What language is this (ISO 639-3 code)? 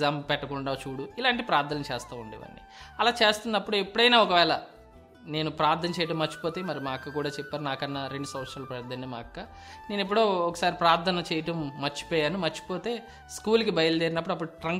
tel